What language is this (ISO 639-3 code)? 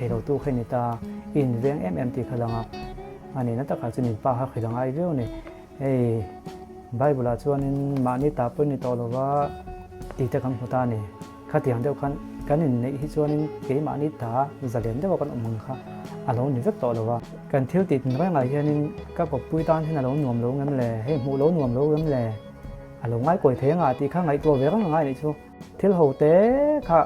lus